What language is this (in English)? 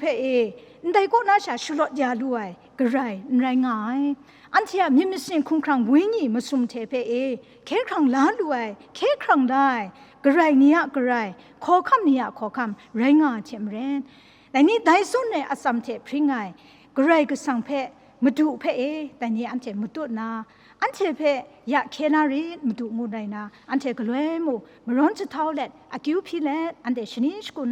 Kachin